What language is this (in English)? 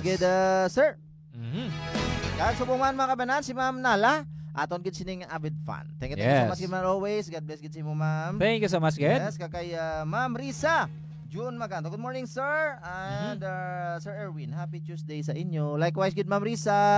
Hiligaynon